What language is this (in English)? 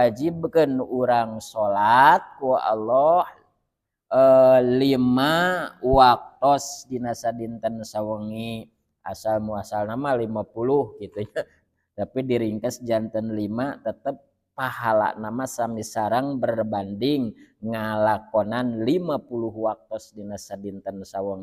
Sundanese